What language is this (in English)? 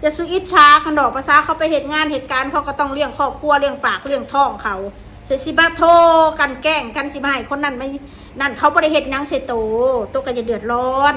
Northeastern Thai